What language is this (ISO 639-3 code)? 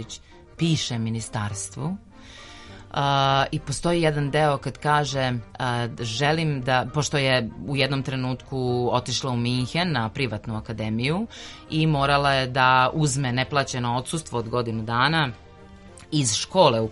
srp